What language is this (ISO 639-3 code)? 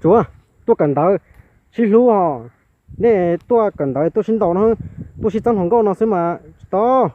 hmn